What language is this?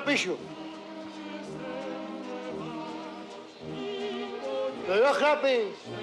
Czech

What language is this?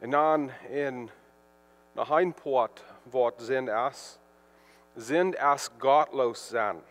Plautdietsch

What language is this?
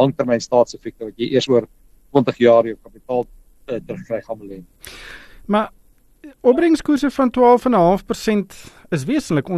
Afrikaans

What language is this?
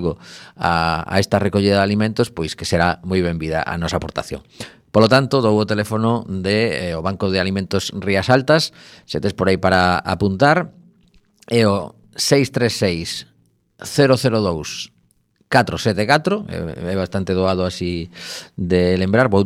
Galician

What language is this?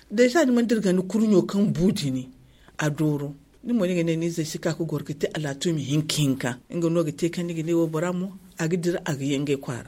Zarma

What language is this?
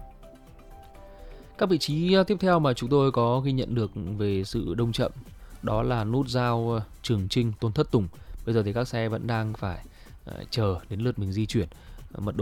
Vietnamese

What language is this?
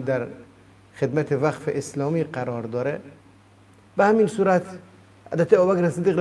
Persian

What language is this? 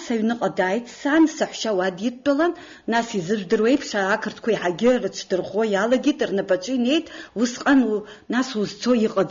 Abkhazian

